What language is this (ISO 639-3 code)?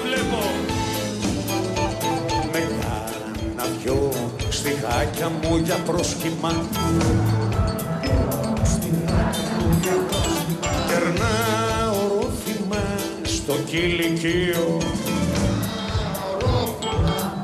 ell